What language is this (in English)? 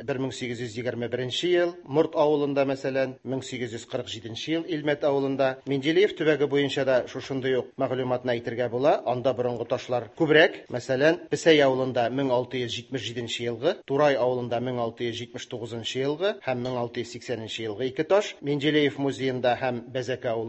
Tatar